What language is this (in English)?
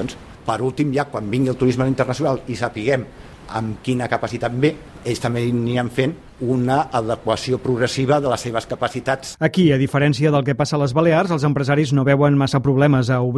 Catalan